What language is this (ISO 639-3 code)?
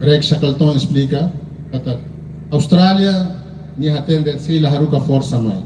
tet